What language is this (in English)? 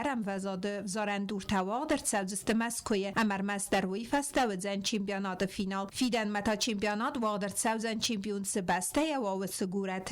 Ossetic